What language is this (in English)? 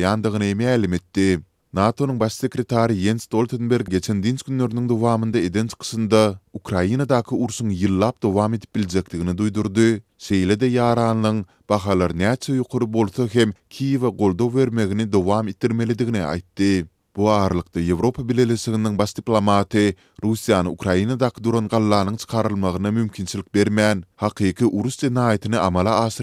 Turkmen